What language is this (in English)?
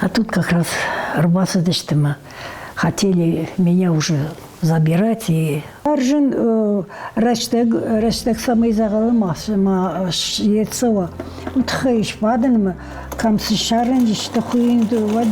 Ossetic